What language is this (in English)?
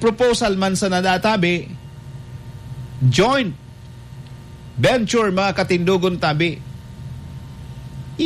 Bikol